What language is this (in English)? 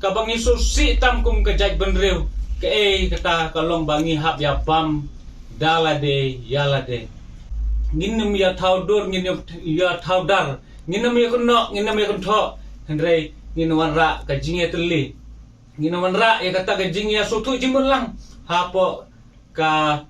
Khasi